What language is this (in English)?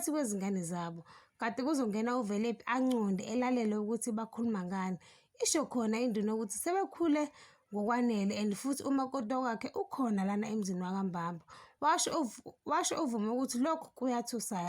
Zulu